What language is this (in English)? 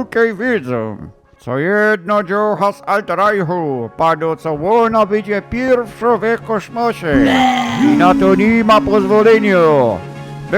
Silesian